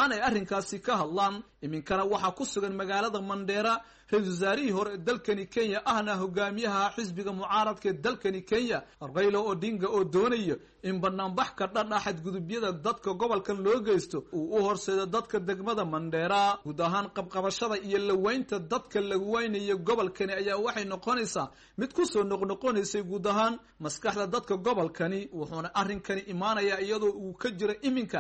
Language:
Somali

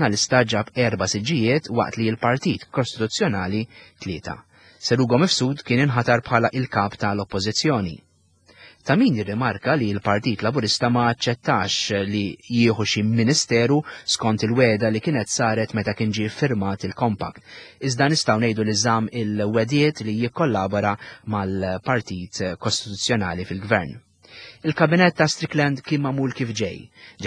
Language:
Maltese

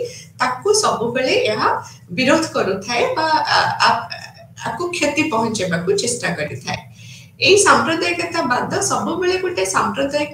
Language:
Odia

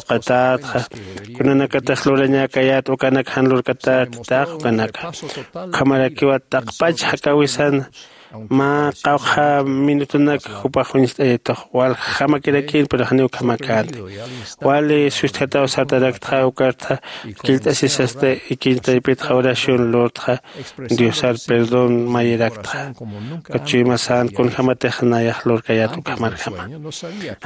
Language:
Aymara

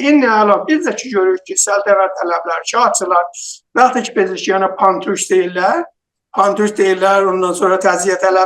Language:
South Azerbaijani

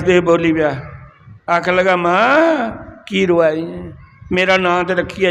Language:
Dogri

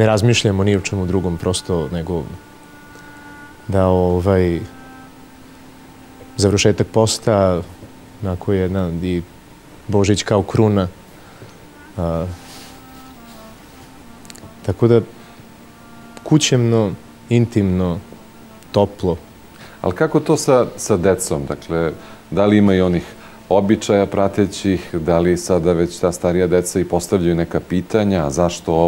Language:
Serbian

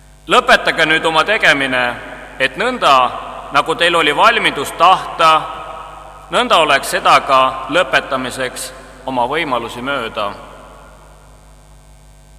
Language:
Estonian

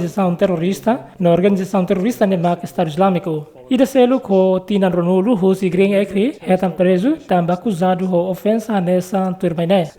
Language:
Tetum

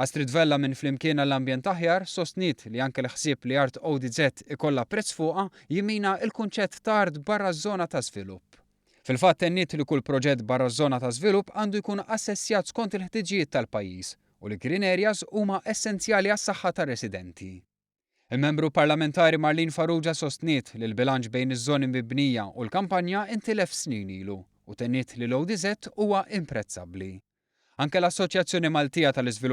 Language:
Maltese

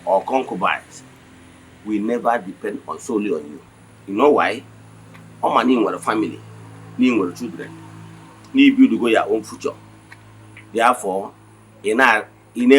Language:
Igbo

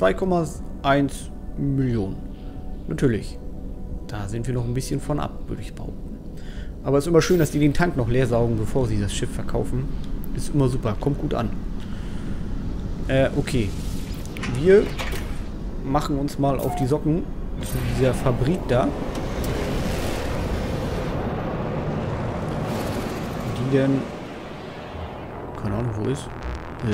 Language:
German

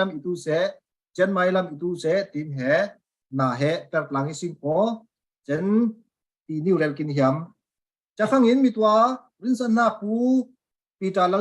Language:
Falam Chin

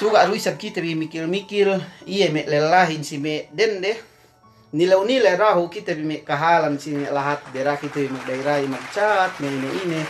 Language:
Yakan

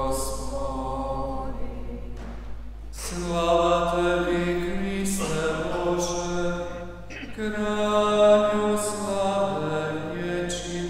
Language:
Croatian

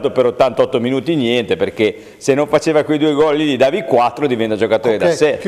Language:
Italian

